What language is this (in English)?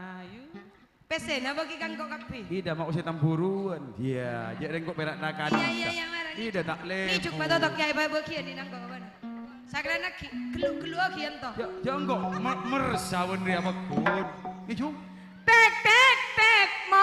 Madurese